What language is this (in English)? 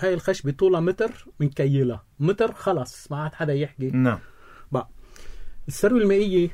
North Levantine Arabic